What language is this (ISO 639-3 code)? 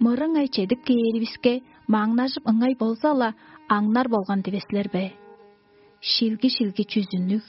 tyv